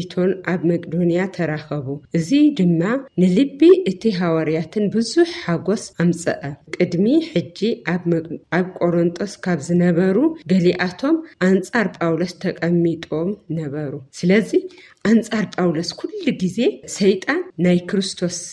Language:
Tigrinya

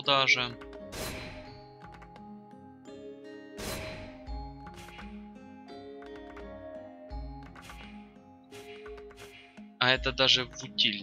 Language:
Russian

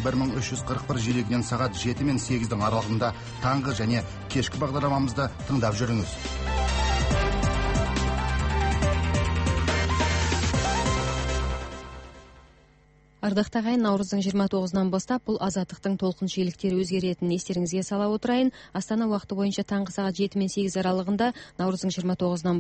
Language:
Kazakh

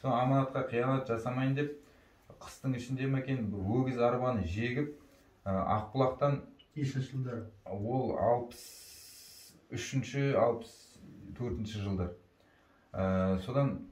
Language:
Kazakh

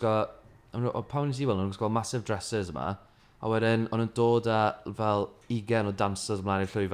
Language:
Welsh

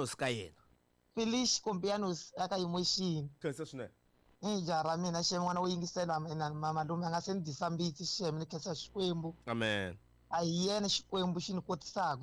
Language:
Tsonga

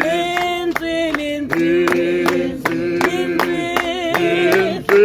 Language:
Tswana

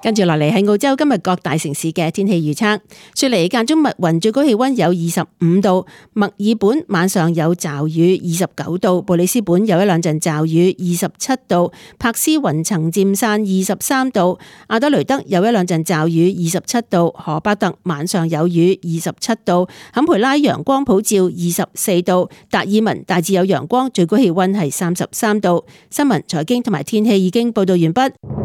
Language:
Cantonese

